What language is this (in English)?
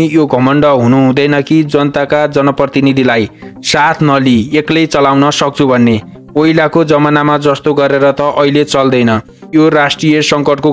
Nepali